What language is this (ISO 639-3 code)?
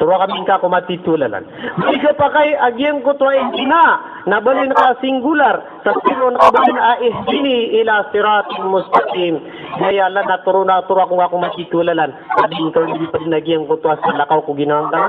mrw